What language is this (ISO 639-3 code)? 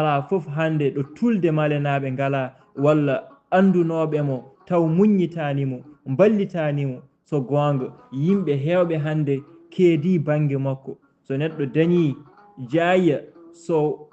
ful